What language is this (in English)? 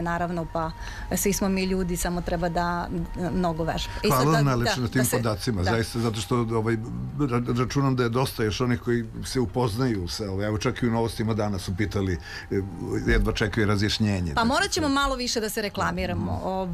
Serbian